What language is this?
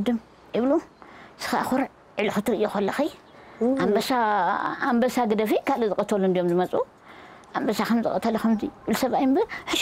Tigrinya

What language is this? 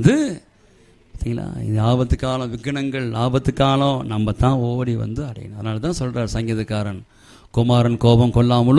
Tamil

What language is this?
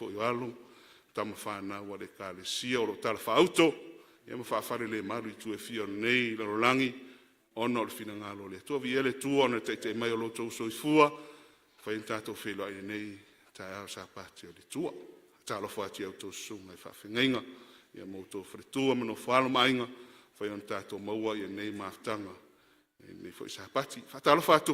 Samoan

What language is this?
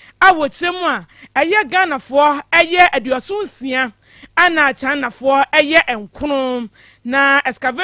Akan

